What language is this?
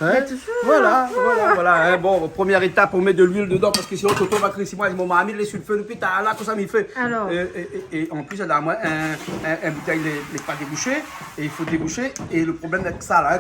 Réunion Creole French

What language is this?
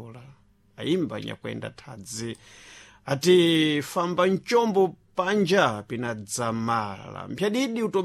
Sena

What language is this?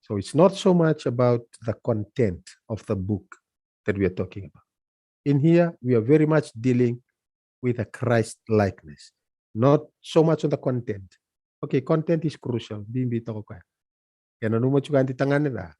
Fijian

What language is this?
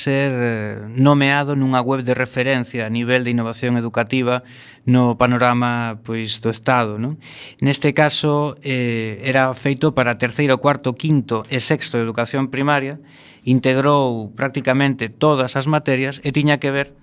Galician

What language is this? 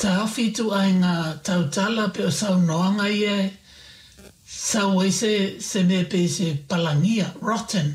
Samoan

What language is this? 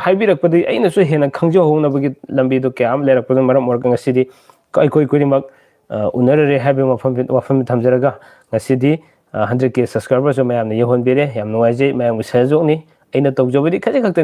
Manipuri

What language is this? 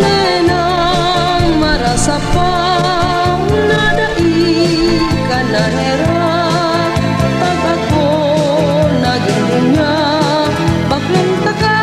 Bikol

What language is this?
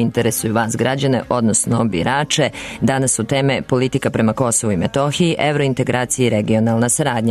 Serbian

